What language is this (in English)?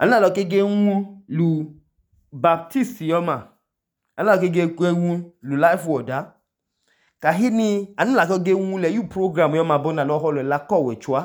Idoma